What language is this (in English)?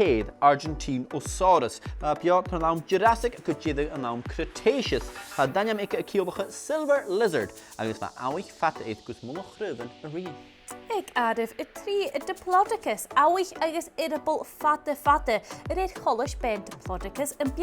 Scottish Gaelic